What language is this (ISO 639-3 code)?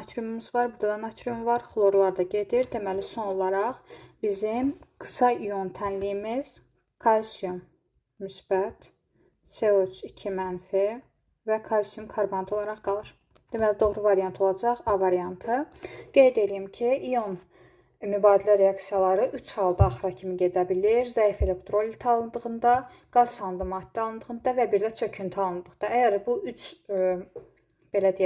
aze